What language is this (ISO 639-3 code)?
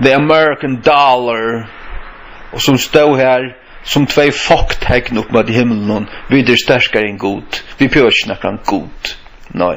fao